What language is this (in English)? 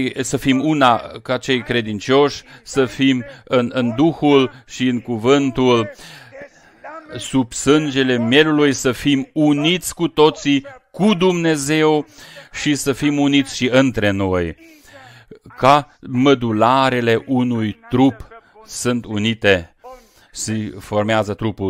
Romanian